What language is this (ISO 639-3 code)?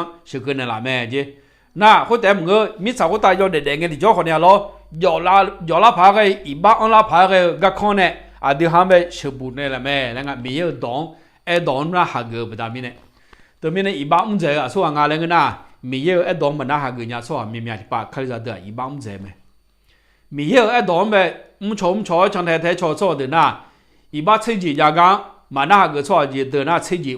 ahk